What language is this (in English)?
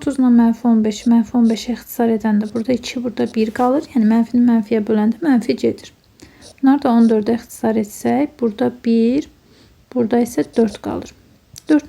Azerbaijani